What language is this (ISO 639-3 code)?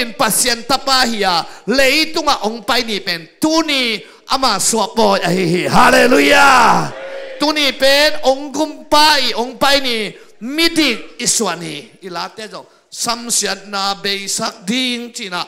ctd